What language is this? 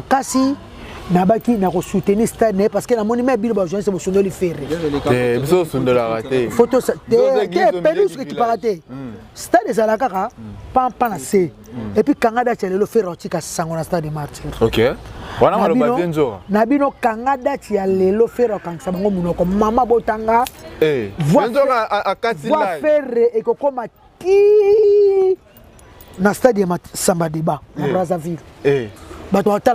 Lingala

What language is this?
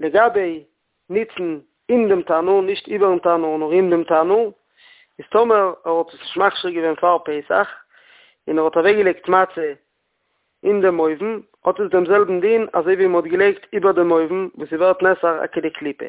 Yiddish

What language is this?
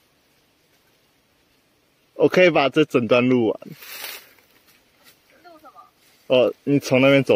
Chinese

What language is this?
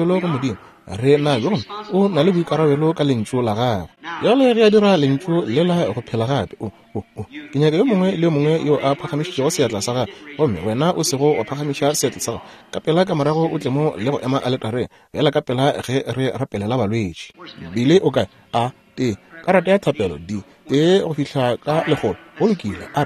Northern Sotho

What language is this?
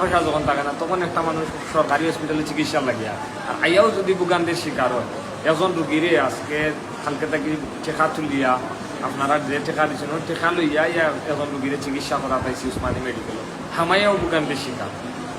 Sylheti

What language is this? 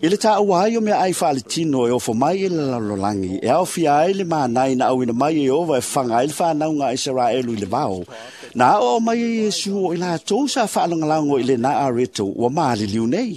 Samoan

